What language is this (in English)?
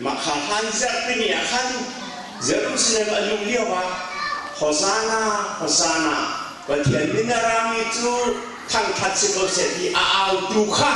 Hakha Chin